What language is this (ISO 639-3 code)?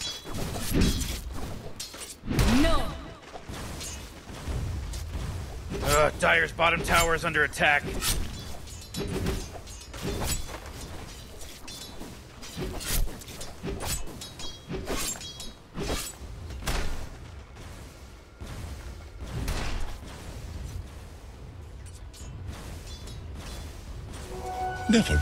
eng